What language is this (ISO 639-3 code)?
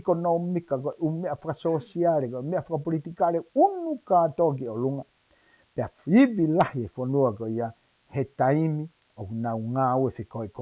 ton